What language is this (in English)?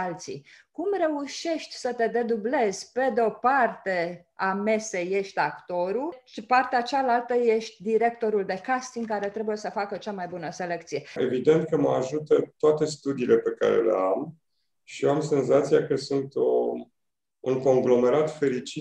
Romanian